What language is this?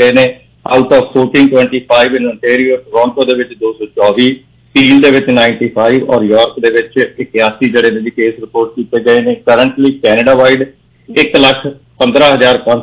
Punjabi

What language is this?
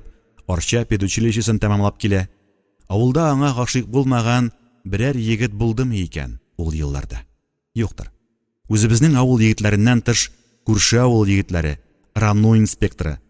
Tatar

